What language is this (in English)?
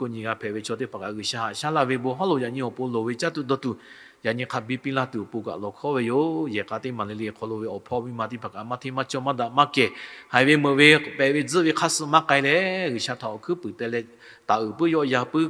Lahu